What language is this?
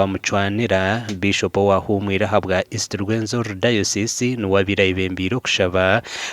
Nyankole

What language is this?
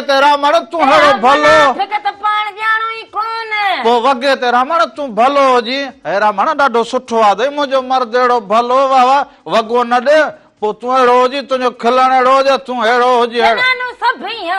Sindhi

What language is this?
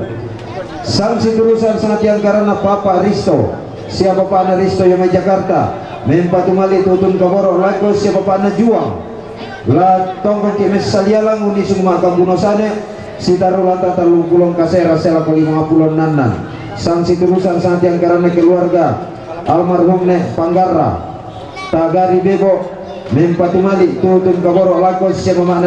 Toraja-Sa'dan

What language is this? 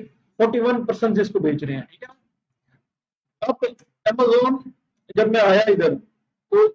Hindi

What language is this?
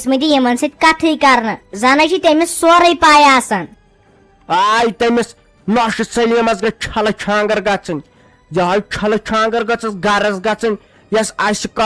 Kashmiri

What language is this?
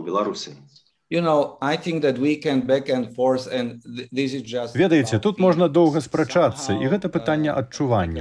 Belarusian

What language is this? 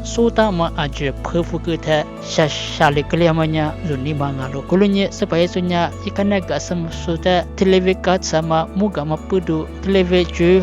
Lisu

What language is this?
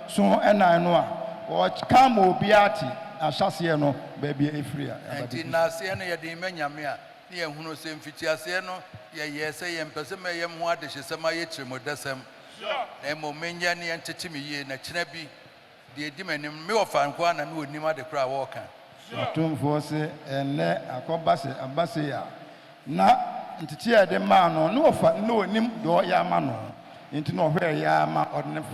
Akan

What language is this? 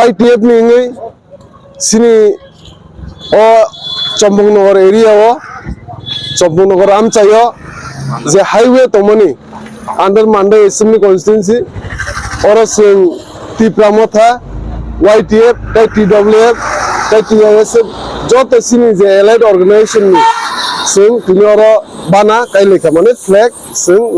Kok Borok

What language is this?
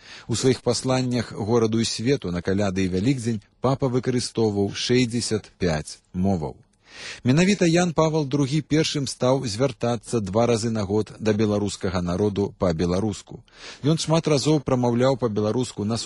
Belarusian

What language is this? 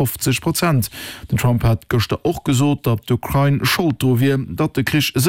Luxembourgish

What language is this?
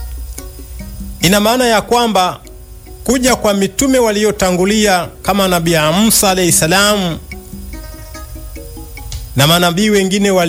Swahili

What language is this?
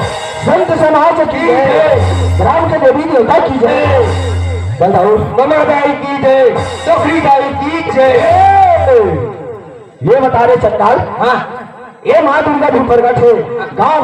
Chhattisgarhi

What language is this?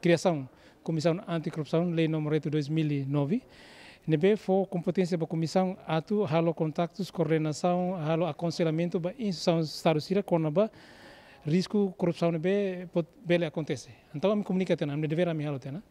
Tetum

